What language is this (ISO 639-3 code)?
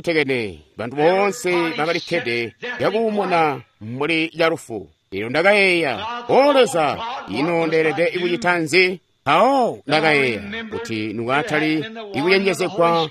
toi